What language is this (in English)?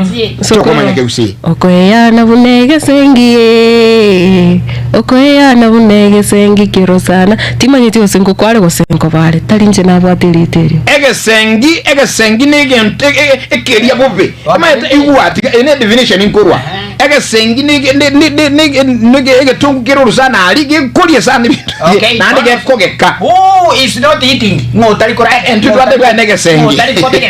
Gusii